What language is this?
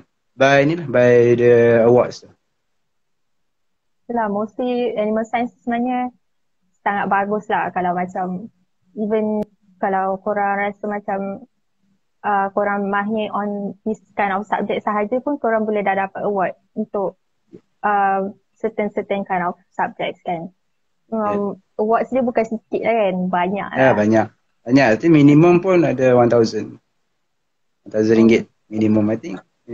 Malay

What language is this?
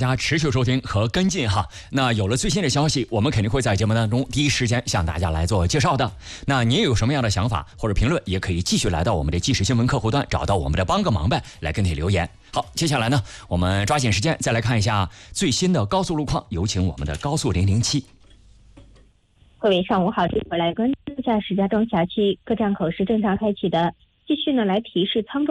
Chinese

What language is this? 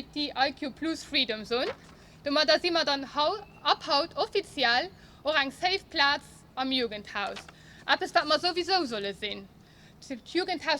Luxembourgish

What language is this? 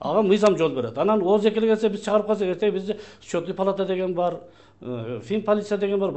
Kyrgyz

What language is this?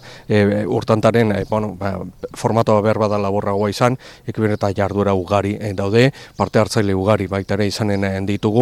Basque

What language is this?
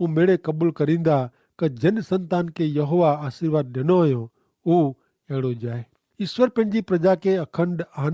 Kachhi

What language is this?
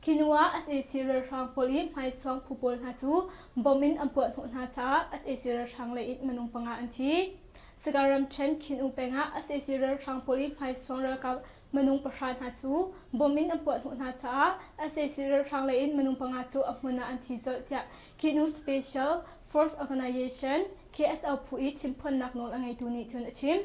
Hakha Chin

